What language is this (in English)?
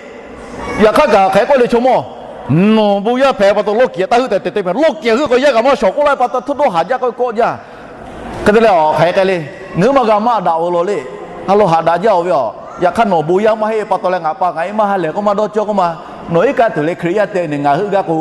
Lahu